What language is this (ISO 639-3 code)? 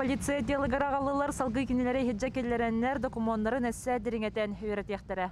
sah